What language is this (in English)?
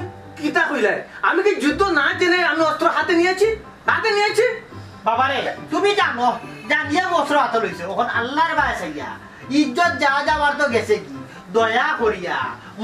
Sylheti